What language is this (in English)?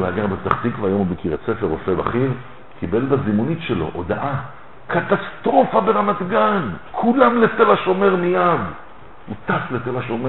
Hebrew